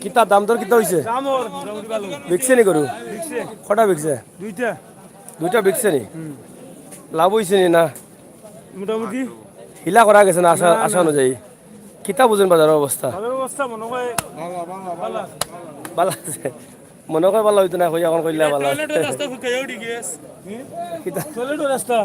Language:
Sylheti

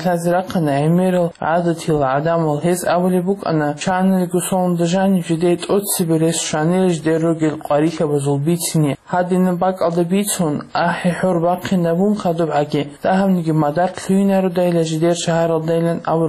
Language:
Avaric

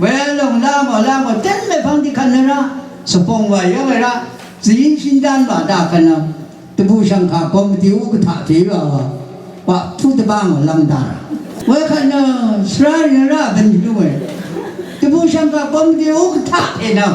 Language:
Rawang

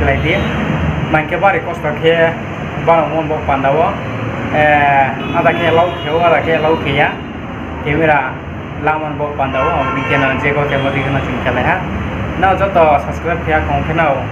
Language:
Riang (India)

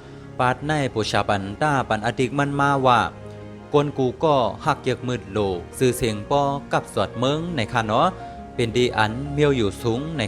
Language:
Shan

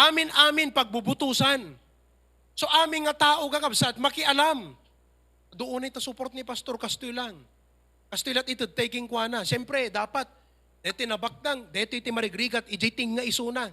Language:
Iloko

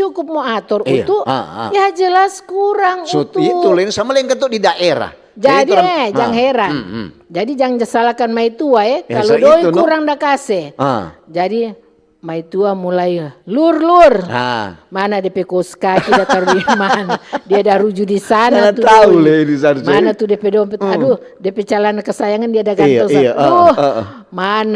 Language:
Manado Malay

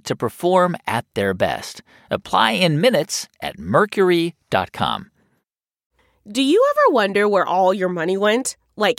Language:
English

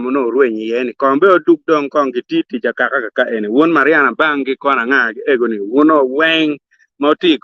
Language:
Acoli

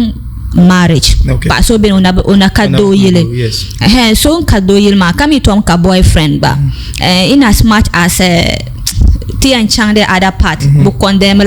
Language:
Dagbani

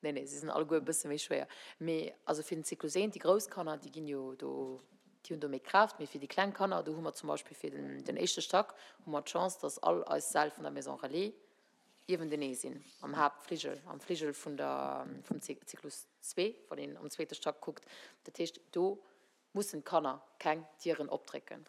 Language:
Luxembourgish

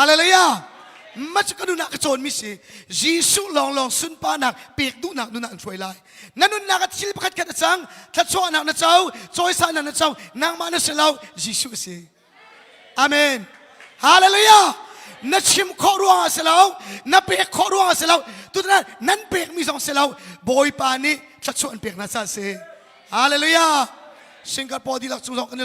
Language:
Hakha Chin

